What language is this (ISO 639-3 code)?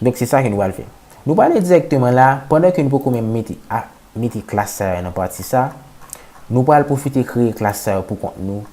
hat